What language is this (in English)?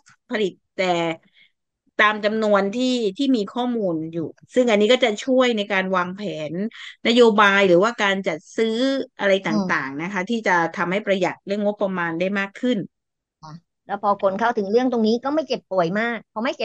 Thai